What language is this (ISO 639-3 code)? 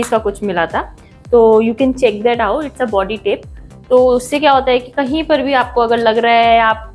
hin